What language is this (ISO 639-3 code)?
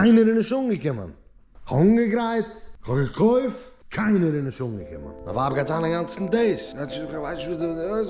yid